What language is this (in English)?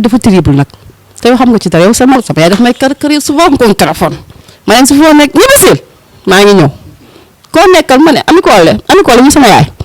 Wolof